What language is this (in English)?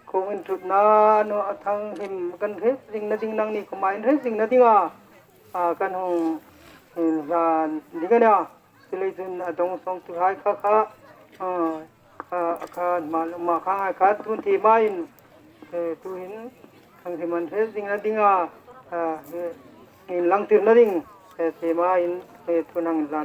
Hmar